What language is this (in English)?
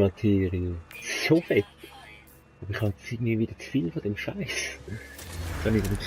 Swiss German